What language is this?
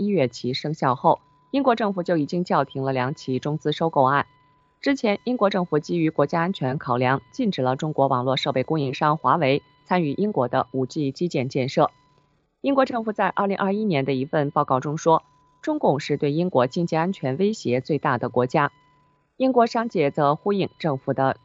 Chinese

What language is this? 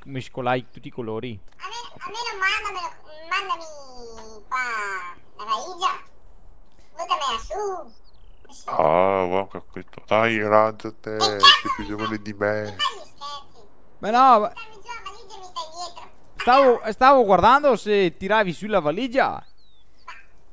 Italian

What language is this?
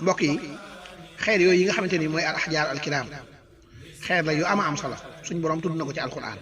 Wolof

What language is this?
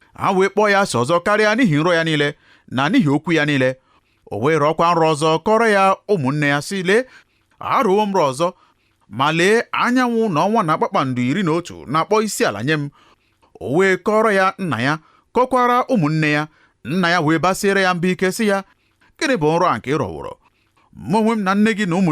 Igbo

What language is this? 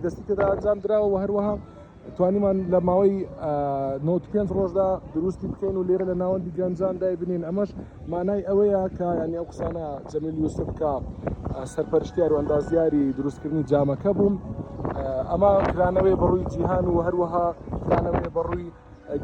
Central Kurdish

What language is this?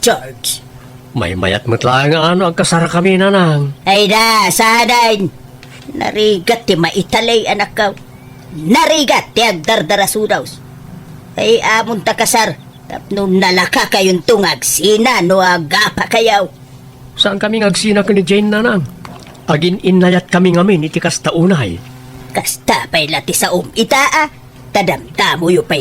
Iloko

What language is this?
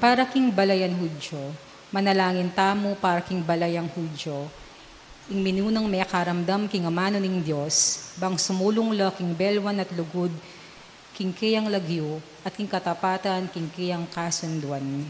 Pampanga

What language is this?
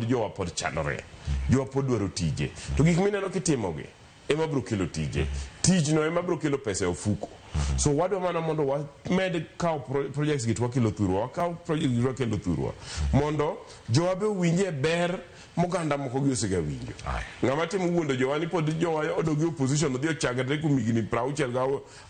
Luo (Kenya and Tanzania)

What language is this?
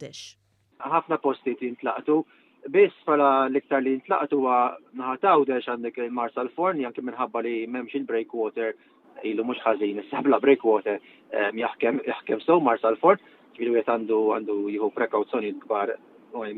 Maltese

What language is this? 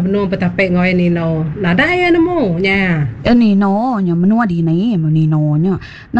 Iban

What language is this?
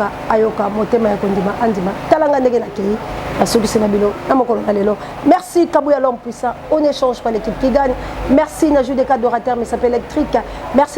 Lingala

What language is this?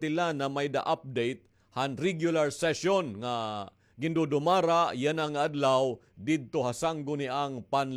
Waray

